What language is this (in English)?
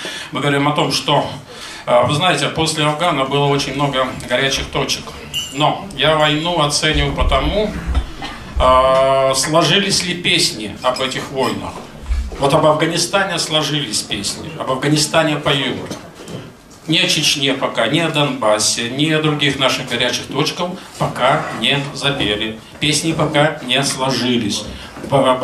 Russian